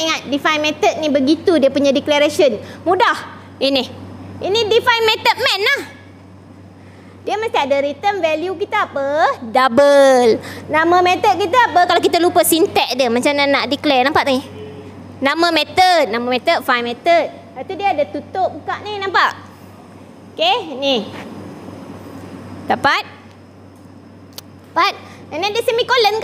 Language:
Malay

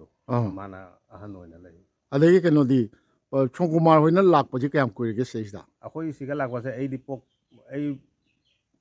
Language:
Manipuri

